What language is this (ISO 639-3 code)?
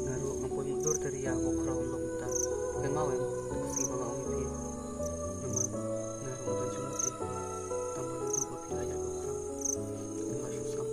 kha